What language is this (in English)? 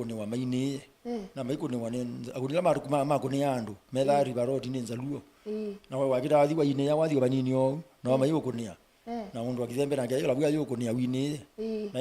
Kamba